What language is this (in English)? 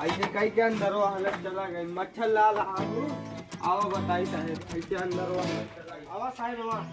Awadhi